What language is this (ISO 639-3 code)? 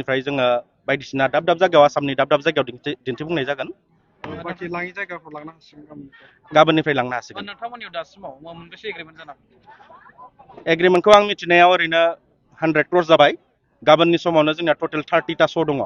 brx